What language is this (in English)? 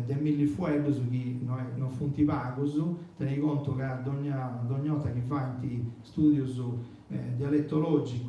Sardinian